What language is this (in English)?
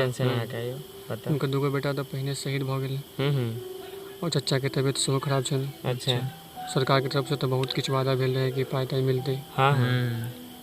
Maithili